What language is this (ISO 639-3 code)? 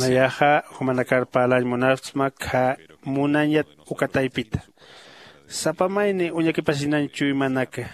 aym